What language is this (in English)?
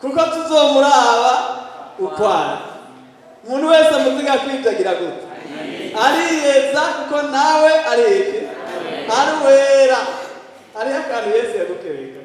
Rundi